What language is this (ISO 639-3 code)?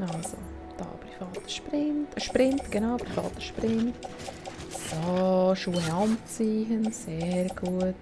gsw